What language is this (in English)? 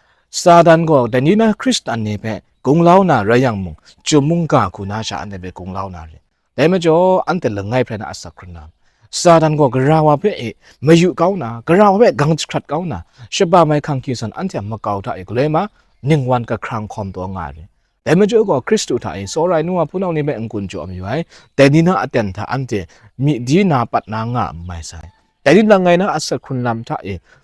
Kachin